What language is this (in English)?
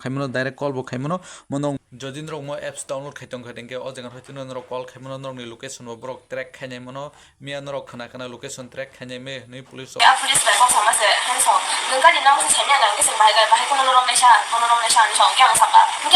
Kok Borok